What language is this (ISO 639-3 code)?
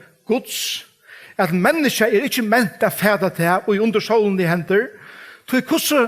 fao